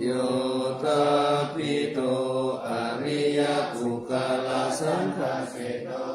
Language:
Pali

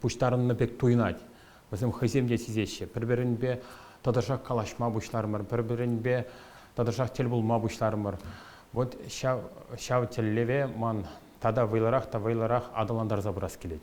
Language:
Chuvash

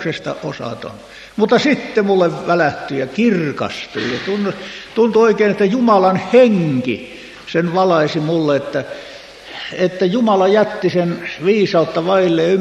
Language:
Finnish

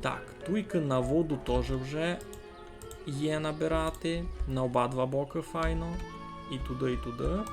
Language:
Rusyn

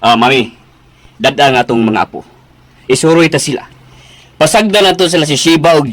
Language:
Cebuano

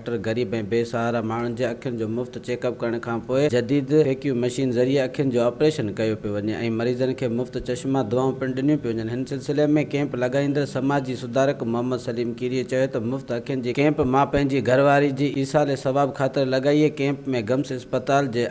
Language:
Sindhi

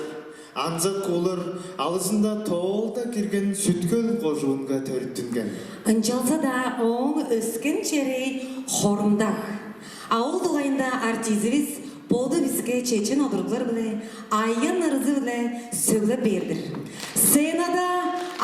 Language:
Tuvinian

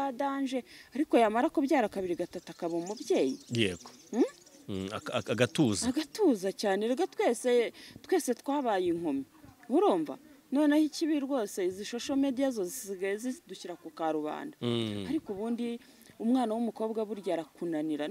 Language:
Kinyarwanda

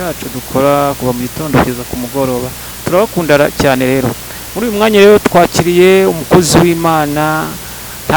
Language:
Kinyarwanda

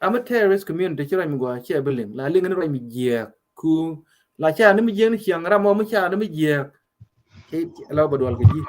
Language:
Nuer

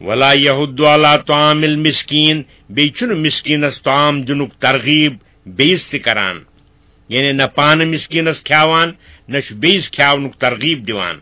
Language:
Kashmiri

